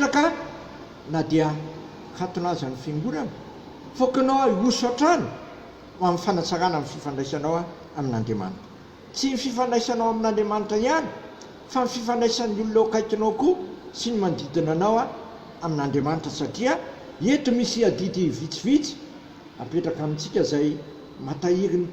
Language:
Malagasy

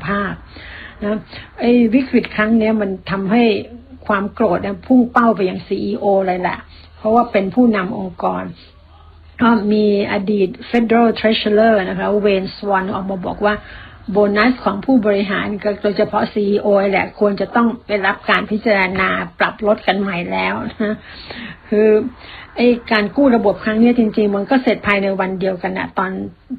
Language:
Thai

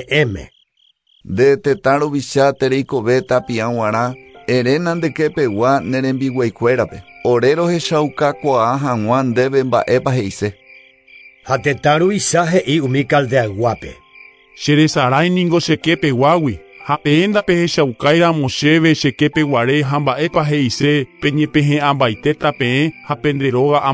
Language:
Guarani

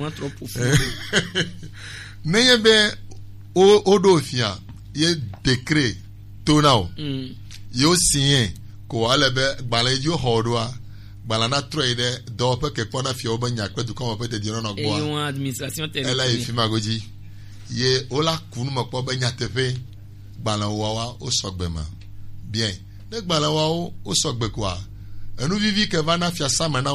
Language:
Gen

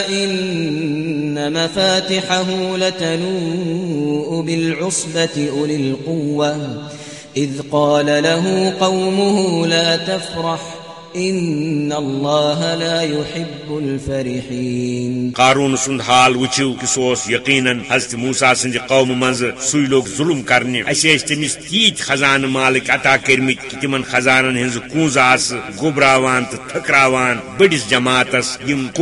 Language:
Kashmiri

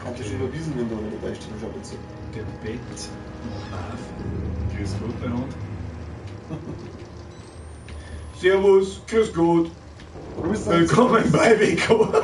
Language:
Bavarian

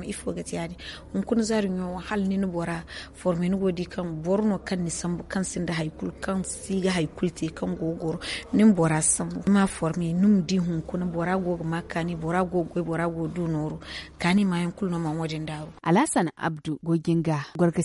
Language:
Zarma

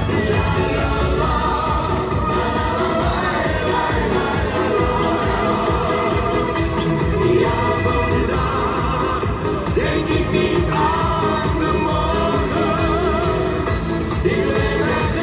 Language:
Dutch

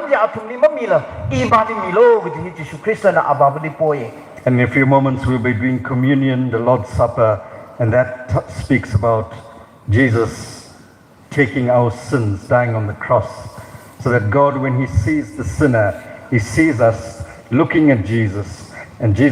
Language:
Tangkhul Naga (India)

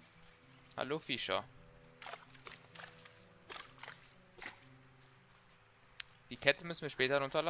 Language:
German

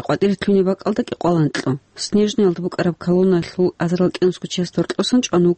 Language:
Avaric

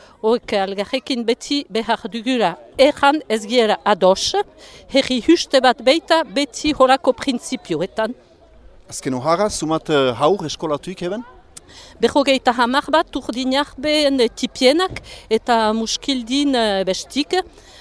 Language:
Basque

